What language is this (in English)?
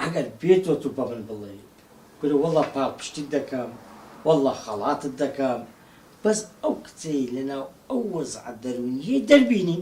Central Kurdish